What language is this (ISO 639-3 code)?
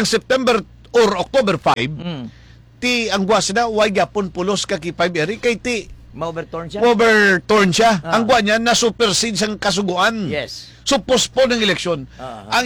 hil